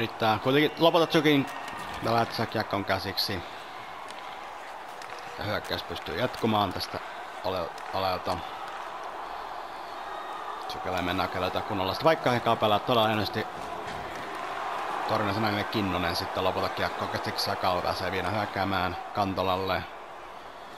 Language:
Finnish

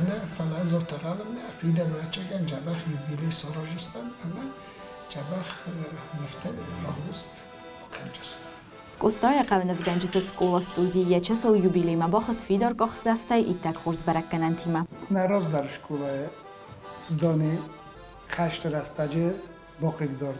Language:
Ossetic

